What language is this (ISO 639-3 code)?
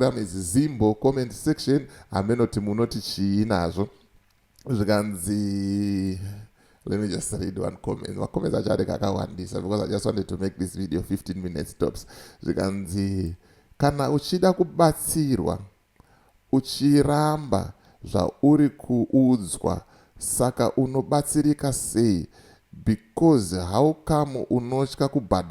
sna